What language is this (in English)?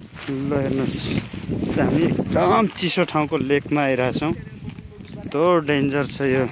Nepali